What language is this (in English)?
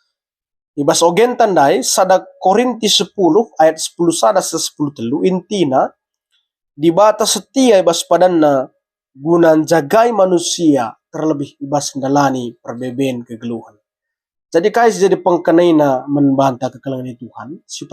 Batak Karo